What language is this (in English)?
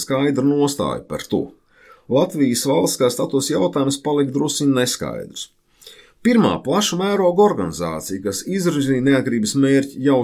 Latvian